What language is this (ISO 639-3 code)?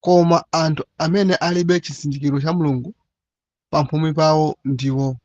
nya